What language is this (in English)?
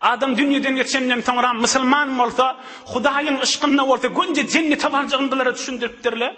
Turkmen